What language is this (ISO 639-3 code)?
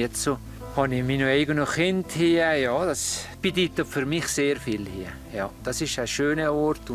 gsw